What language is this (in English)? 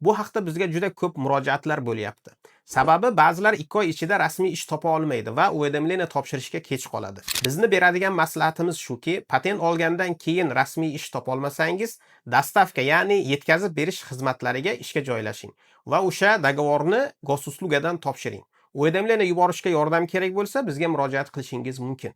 Uzbek